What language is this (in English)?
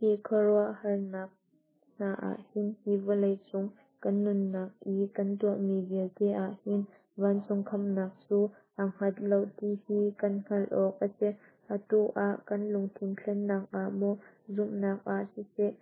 Hakha Chin